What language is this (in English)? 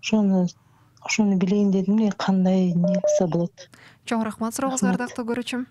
Kyrgyz